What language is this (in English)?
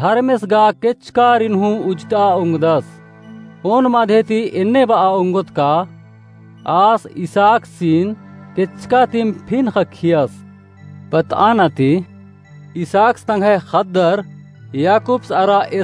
Kurukh